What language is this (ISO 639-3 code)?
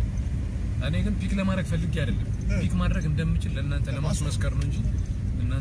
amh